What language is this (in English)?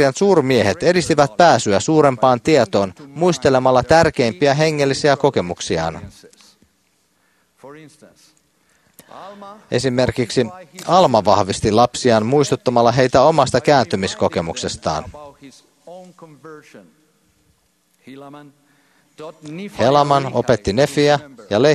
Finnish